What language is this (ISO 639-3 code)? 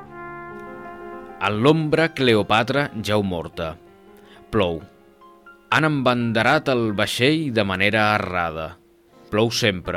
cat